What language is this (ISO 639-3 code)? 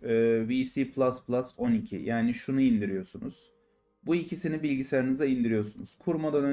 tur